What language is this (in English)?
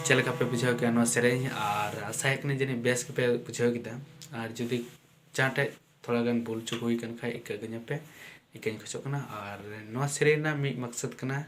Santali